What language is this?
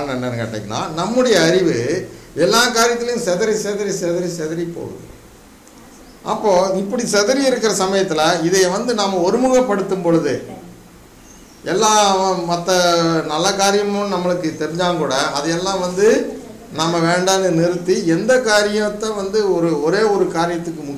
Tamil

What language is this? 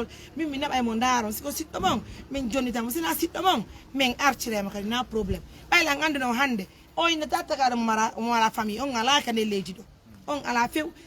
Pular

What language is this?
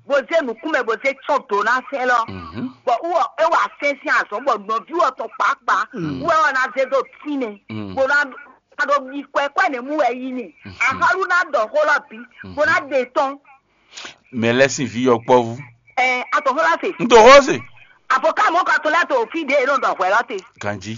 Fon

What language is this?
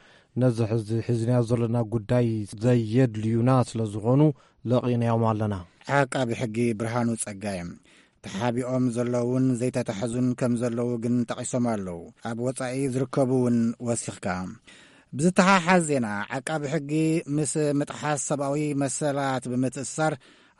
Tigrinya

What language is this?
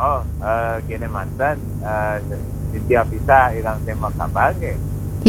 Balinese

